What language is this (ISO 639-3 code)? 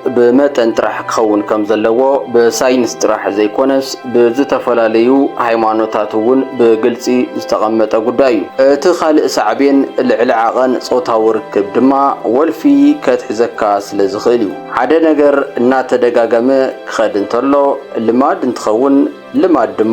tir